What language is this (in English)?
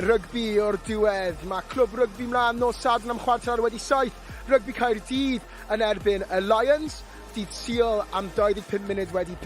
Welsh